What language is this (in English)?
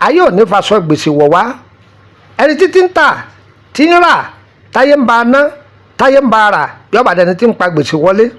Yoruba